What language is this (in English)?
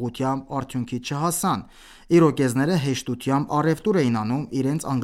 Armenian